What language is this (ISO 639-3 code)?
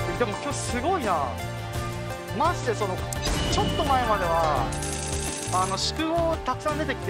jpn